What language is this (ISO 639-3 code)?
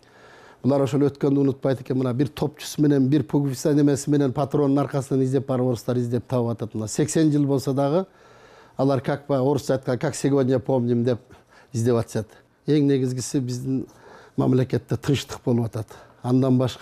kir